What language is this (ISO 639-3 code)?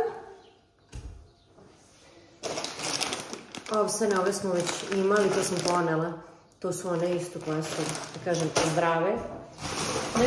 srp